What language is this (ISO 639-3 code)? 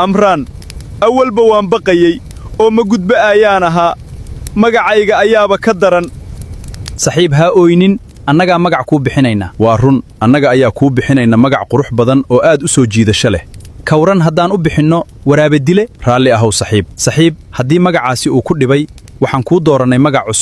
som